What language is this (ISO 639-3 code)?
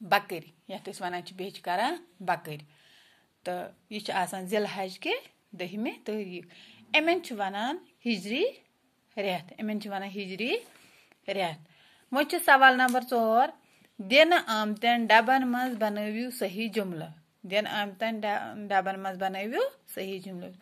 kas